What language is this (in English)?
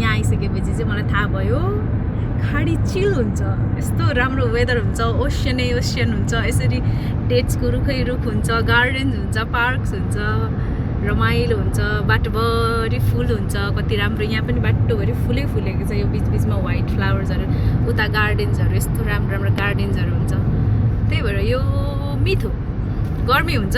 Nepali